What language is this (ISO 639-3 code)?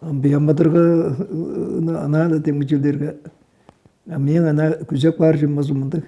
tyv